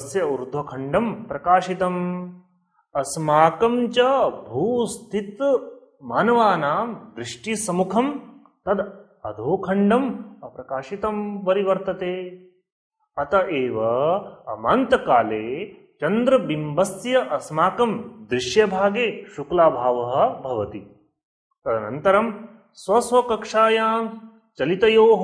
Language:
Sanskrit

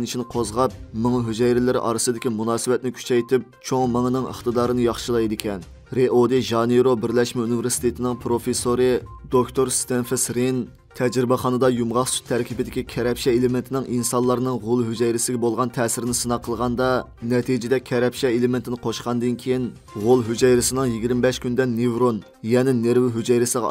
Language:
Uyghur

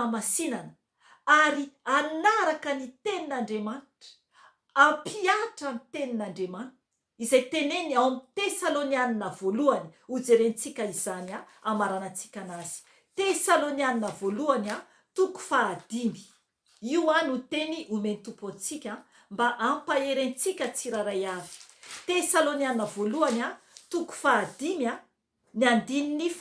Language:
Malagasy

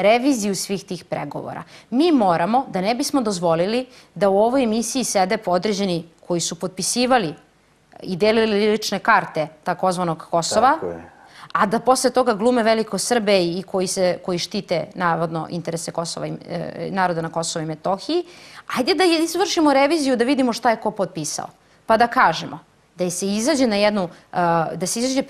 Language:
Serbian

